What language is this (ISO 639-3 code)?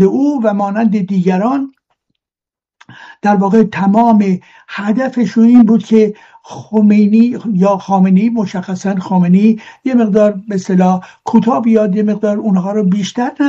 fas